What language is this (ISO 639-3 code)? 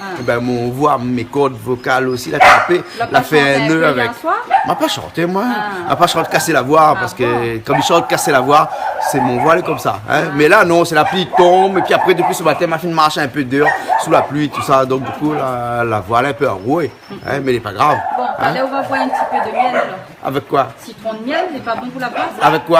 rcf